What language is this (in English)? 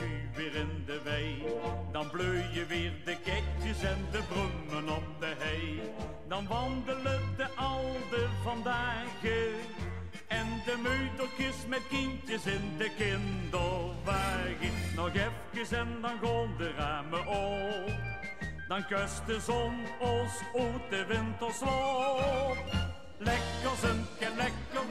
Limburgish